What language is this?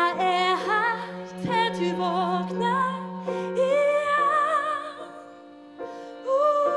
Norwegian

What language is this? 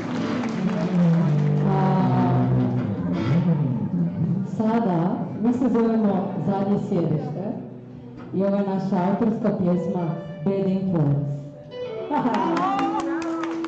Croatian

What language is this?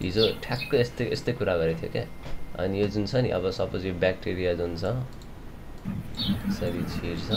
Nepali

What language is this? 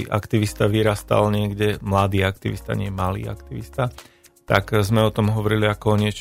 Slovak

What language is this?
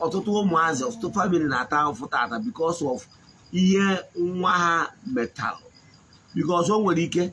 Igbo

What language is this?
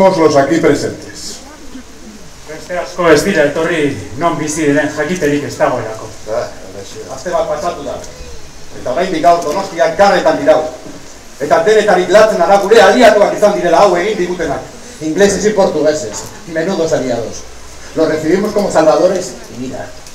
Basque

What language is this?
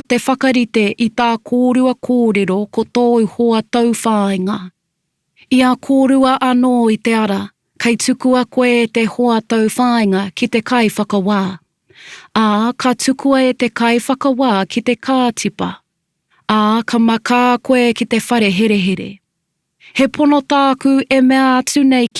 Māori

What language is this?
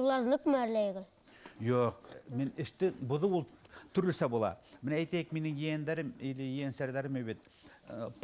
Bashkir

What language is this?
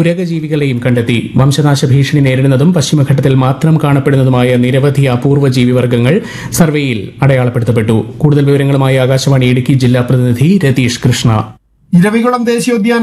Malayalam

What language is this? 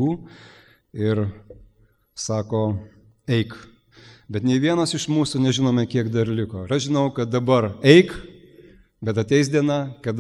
Lithuanian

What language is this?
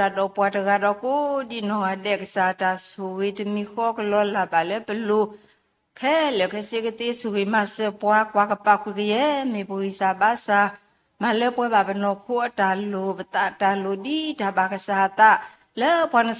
S'gaw Karen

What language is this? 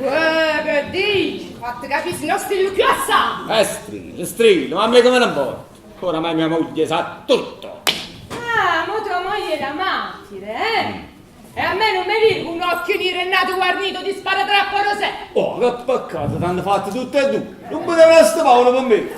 Neapolitan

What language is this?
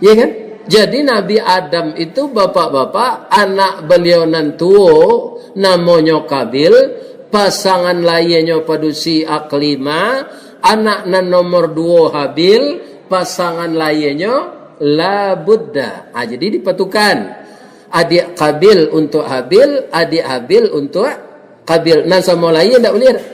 Minangkabau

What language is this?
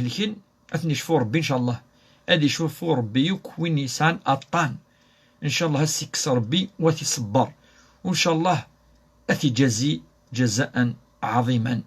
Kabyle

